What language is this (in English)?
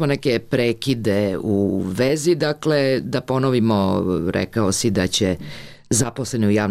Serbian